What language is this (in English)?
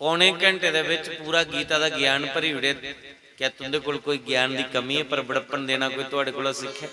Dogri